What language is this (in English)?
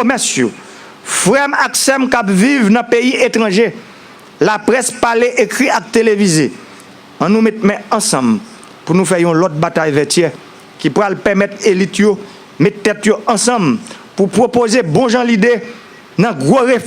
Haitian Creole